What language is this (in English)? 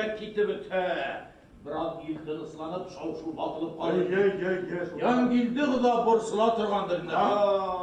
Bashkir